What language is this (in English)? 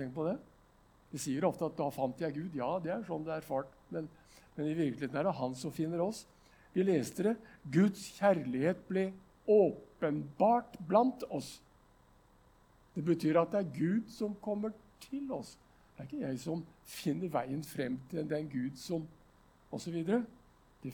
Norwegian